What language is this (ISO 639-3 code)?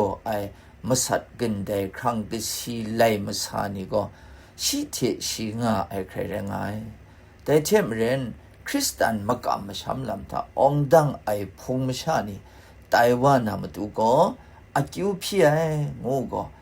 kac